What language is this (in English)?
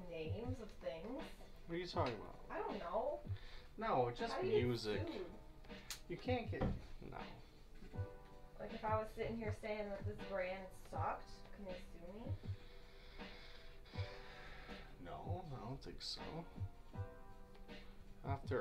English